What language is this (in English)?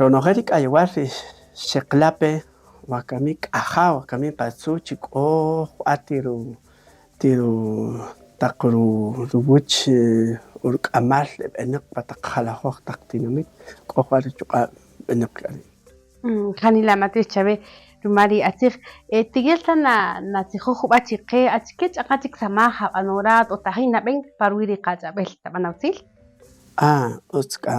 Kaqchikel